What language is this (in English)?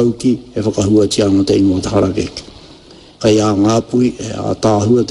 Māori